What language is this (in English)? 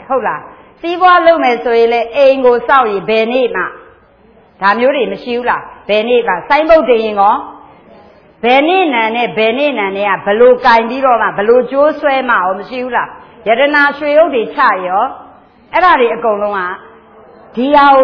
Burmese